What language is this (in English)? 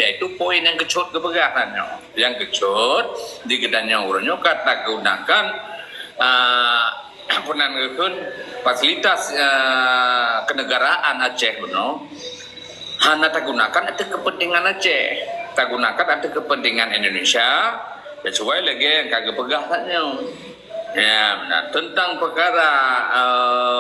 Achinese